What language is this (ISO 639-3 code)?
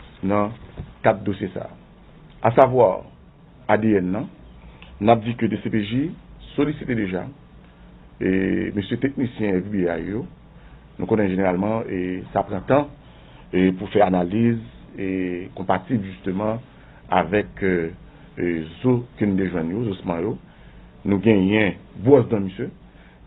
hat